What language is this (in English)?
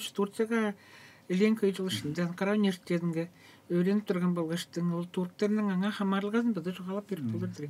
Tuvinian